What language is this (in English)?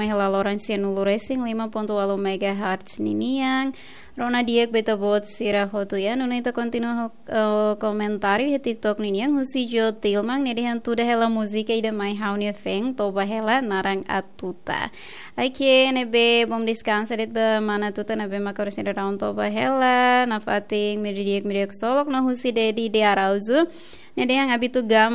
Tetum